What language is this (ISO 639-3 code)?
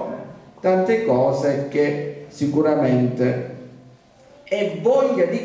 ita